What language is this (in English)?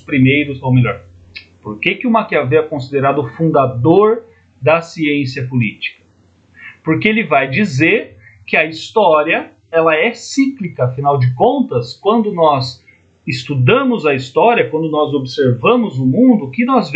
Portuguese